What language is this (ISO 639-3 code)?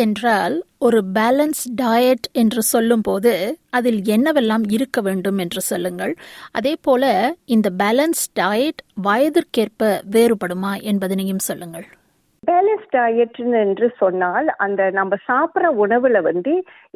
tam